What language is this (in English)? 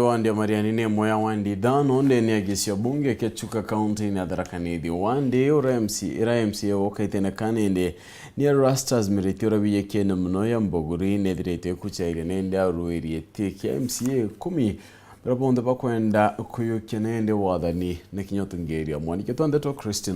Meru